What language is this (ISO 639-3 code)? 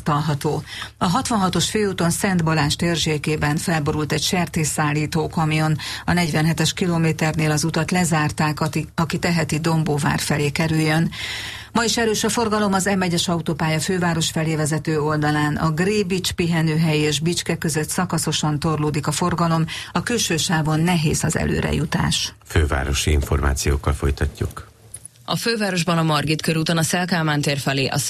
hun